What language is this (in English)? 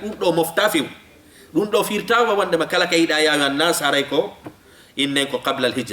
Fula